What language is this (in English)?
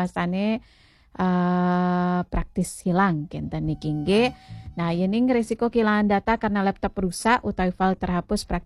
Balinese